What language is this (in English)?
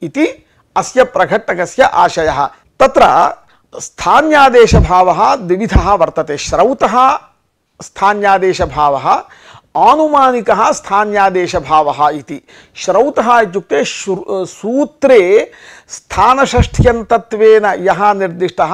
Sanskrit